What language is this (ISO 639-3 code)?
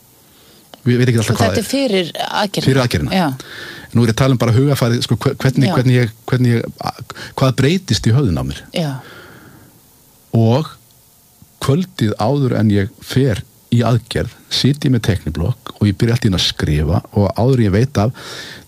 isl